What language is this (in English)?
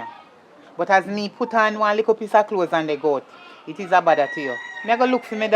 Jamaican Creole English